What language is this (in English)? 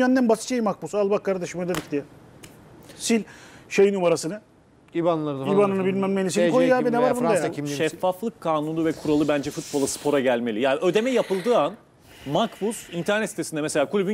Turkish